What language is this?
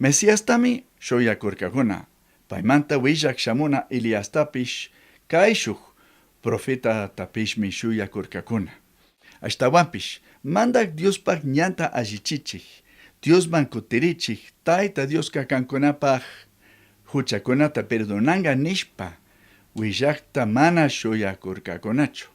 Chimborazo Highland Quichua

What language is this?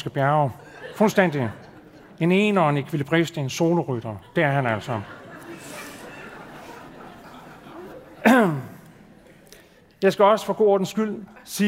Danish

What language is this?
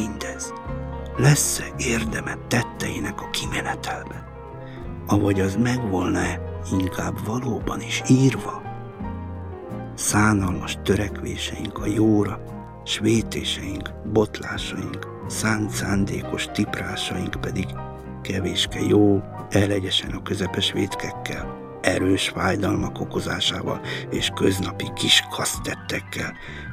Hungarian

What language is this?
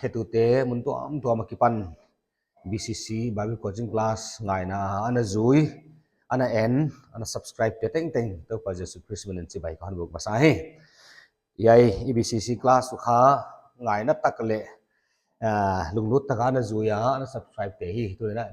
Paite Chin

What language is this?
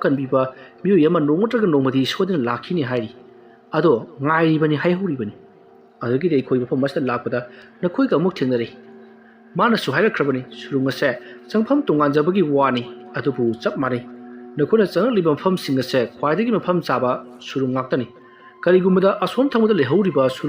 Manipuri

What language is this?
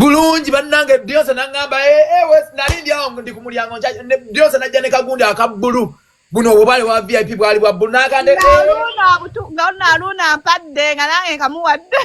Ganda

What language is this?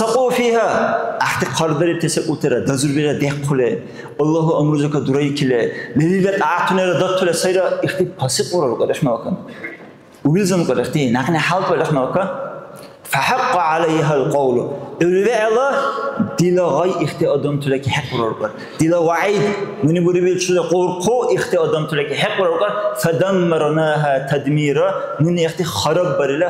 Dargwa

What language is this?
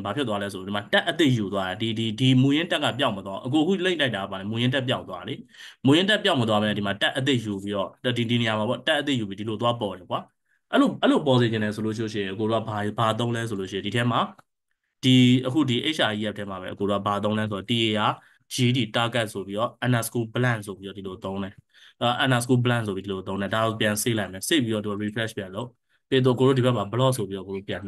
Burmese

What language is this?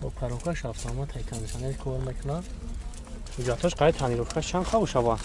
Tajik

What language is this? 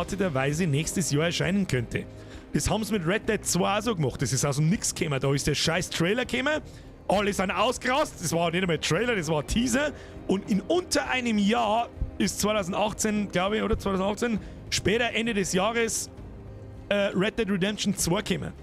Bavarian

